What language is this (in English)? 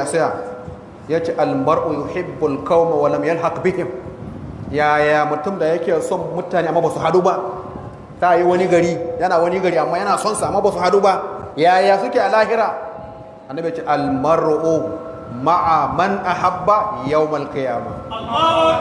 Hausa